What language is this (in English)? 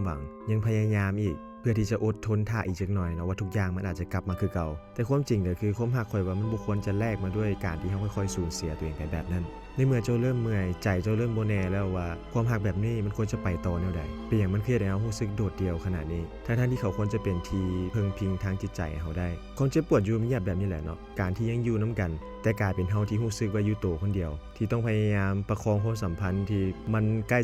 Lao